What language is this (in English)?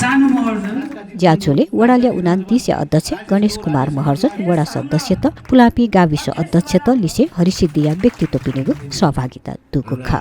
Newari